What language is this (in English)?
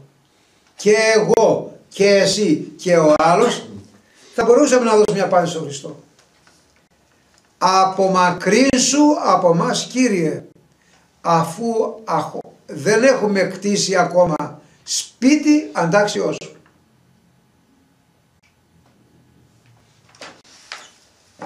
Greek